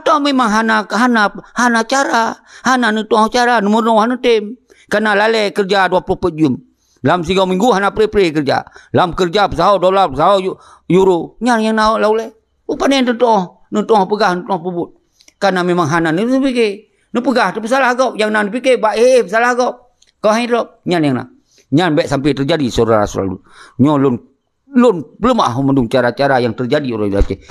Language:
Achinese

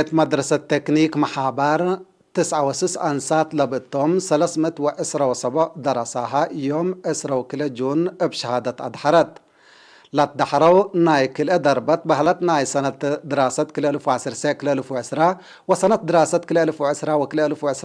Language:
Tigre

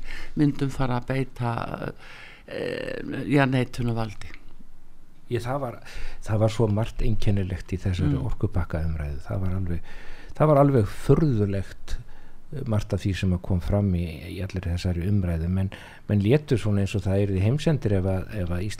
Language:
Icelandic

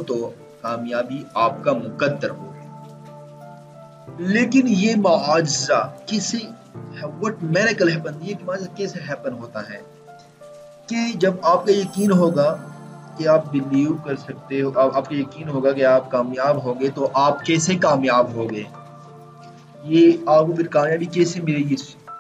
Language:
Urdu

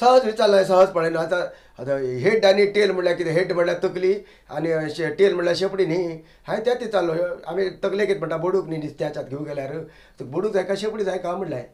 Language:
Konkani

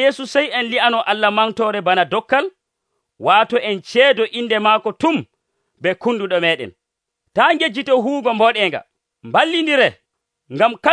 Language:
Nigerian Fulfulde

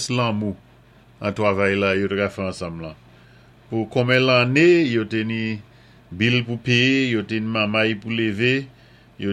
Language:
Saint Lucian Creole French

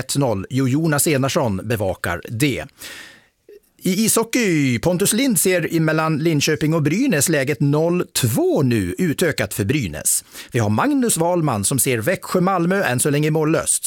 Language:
Swedish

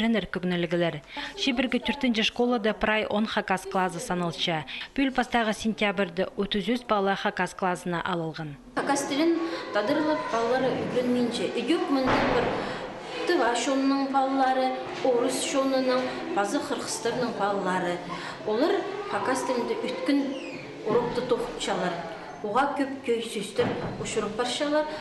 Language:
Khakas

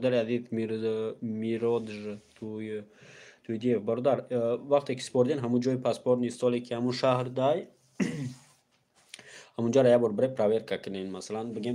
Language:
Tajik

